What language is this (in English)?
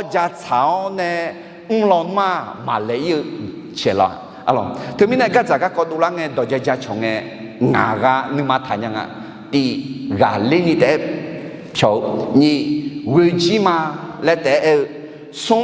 Akha